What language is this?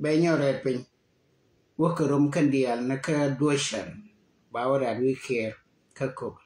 Nuer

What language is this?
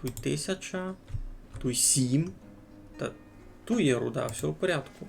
Rusyn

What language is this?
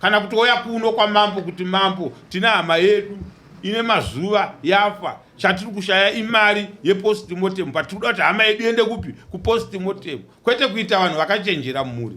Shona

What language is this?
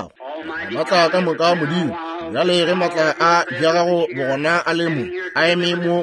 Northern Sotho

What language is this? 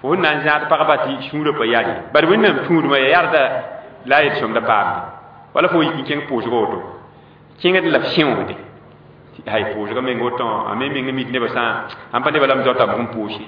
Mossi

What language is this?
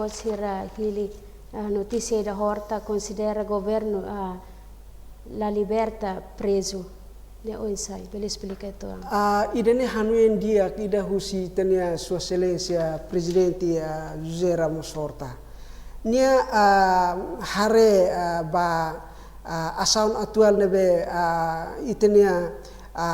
Tetum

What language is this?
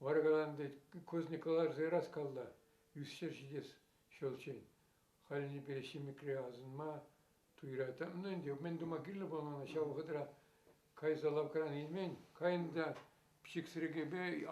Chuvash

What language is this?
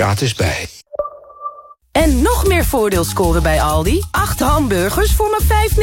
Dutch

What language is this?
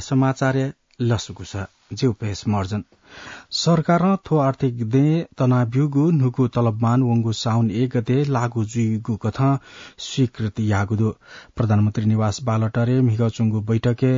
Newari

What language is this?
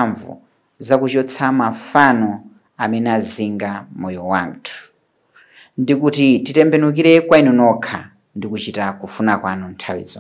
Nyanja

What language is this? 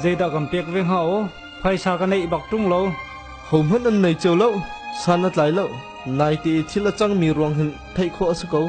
Hakha Chin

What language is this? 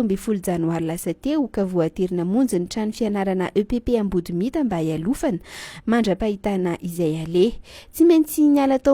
Malagasy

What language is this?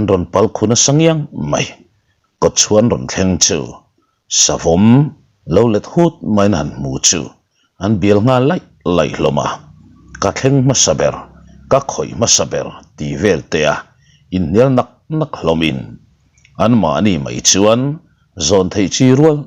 Mizo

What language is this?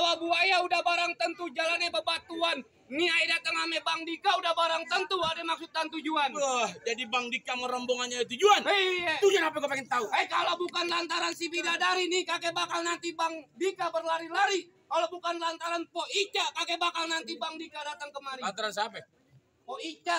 Betawi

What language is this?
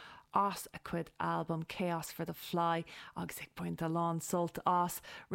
Irish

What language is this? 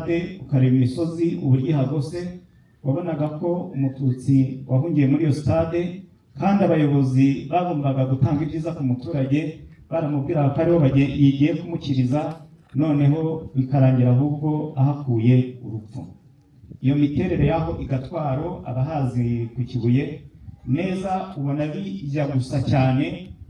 Kinyarwanda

